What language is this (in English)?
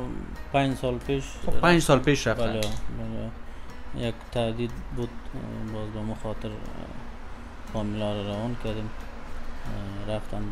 Persian